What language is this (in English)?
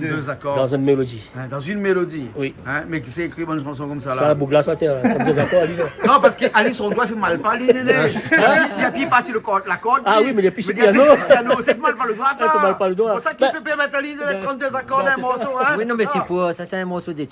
Réunion Creole French